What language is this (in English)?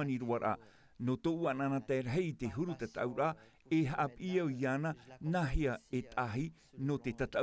Tahitian